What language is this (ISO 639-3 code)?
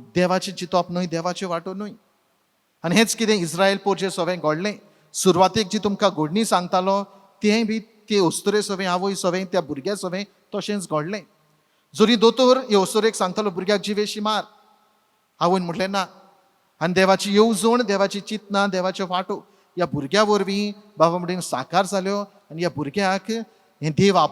kok